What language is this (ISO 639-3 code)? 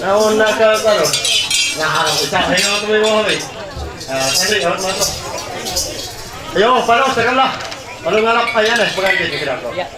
mhy